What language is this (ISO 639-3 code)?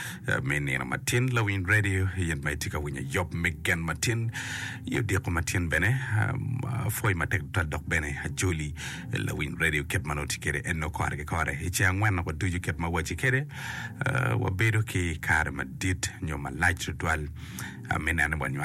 ach